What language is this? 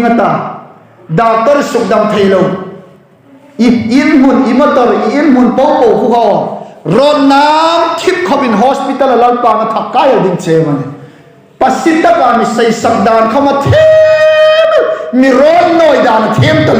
Hmar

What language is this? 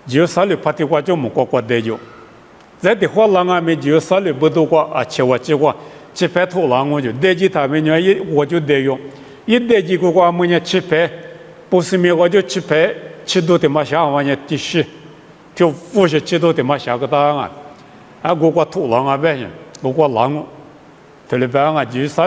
Lisu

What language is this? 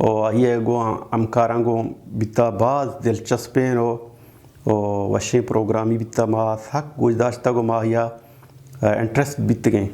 Baluchi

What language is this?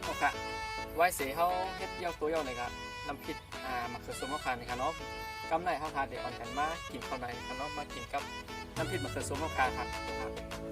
Shan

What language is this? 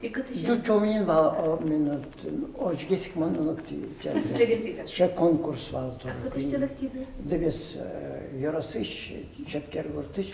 Udmurt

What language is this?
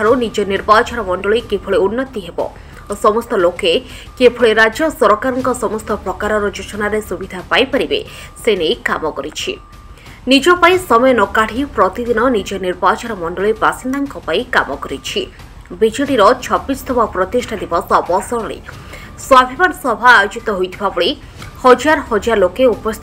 Odia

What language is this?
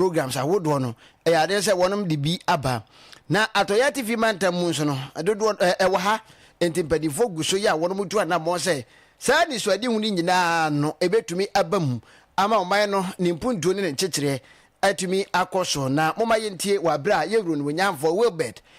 Akan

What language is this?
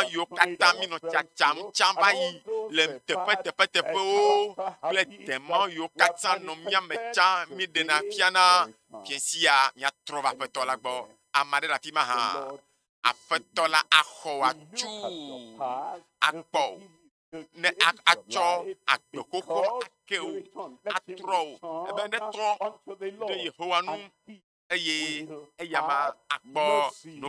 Ewe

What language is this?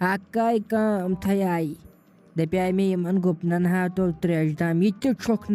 Kashmiri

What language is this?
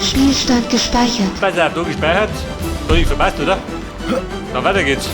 Bavarian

